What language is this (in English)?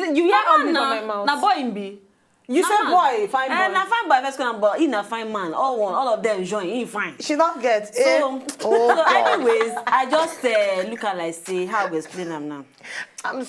Nigerian Pidgin